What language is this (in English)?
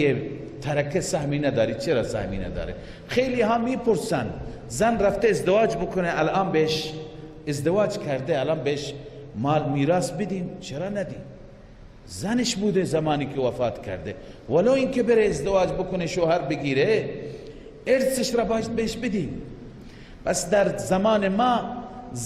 Persian